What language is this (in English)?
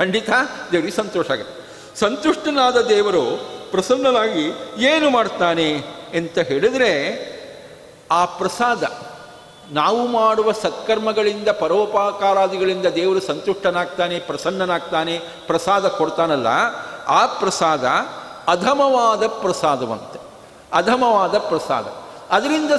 Kannada